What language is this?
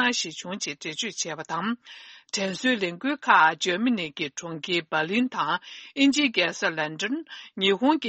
Tibetan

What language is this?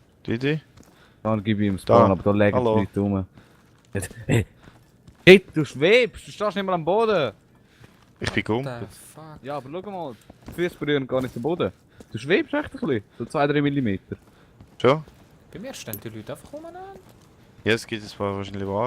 Swiss German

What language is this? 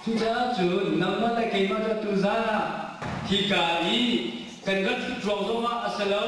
Hakha Chin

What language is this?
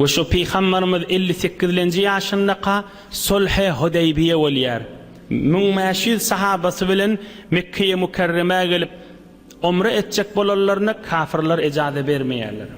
Turkmen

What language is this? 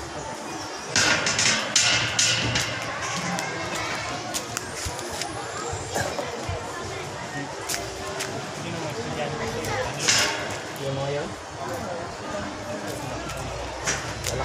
Filipino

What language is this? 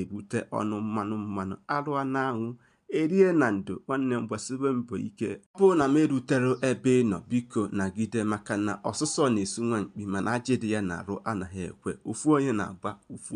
Igbo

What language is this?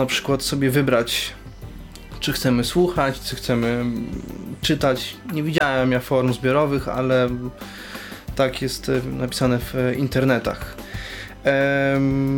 Polish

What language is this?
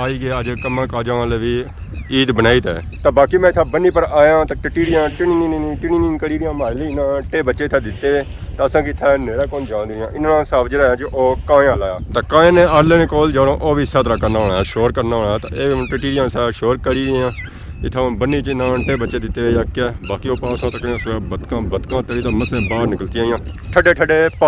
Pahari-Potwari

